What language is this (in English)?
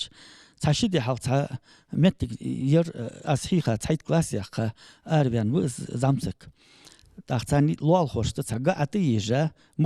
Ingush